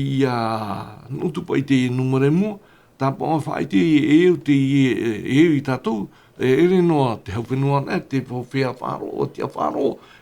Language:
Tahitian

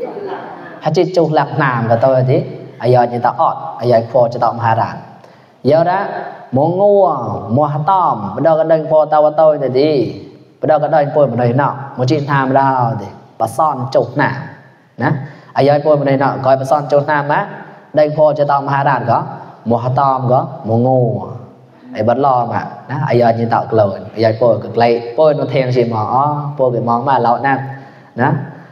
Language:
Mon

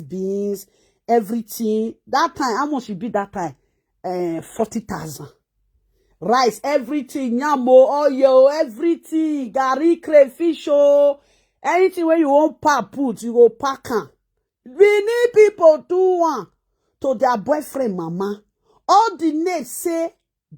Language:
Nigerian Pidgin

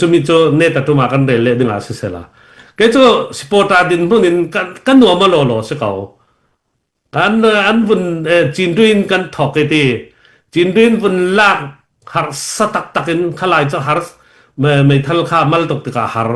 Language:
Falam Chin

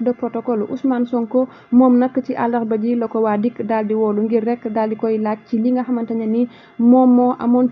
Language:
Wolof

